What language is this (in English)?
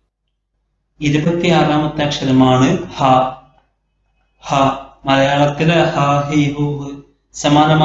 Malayalam